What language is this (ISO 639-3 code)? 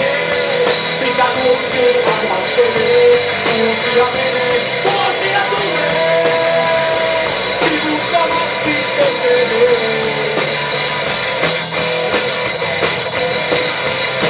fin